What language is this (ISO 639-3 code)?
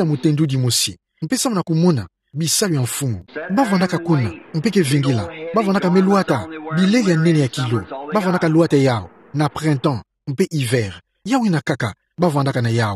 ktu